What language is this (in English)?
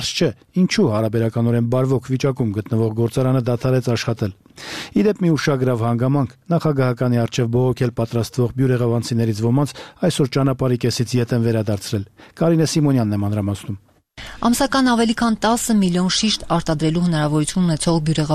Armenian